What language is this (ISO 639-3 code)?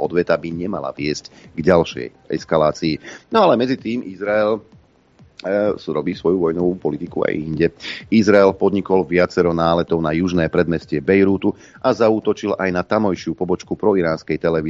slk